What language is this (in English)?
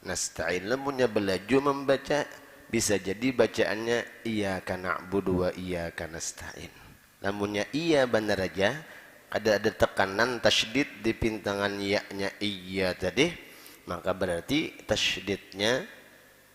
Banjar